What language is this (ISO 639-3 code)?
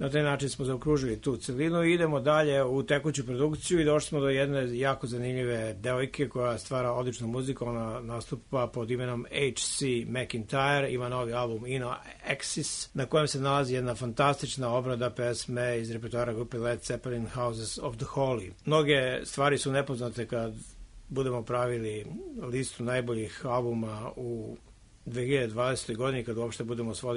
srp